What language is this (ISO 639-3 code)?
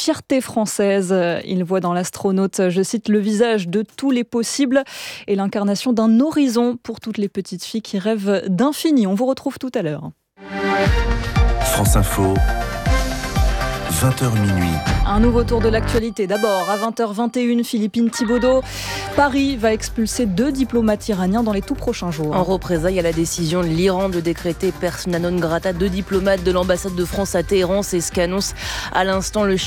fra